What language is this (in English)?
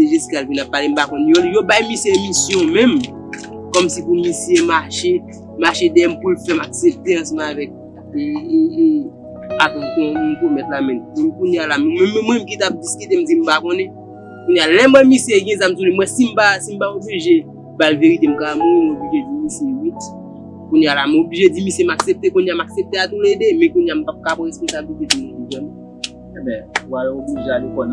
Haitian Creole